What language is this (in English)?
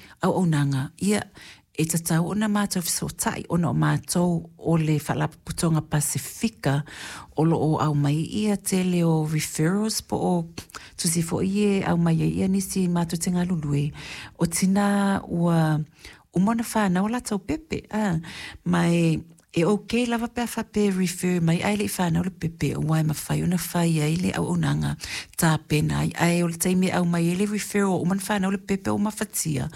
Samoan